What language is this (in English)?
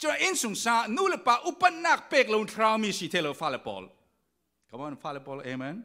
Falam Chin